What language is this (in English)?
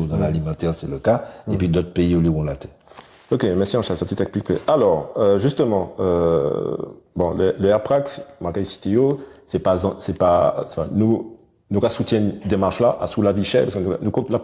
Guadeloupean Creole French